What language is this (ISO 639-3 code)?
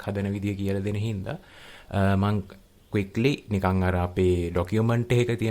sin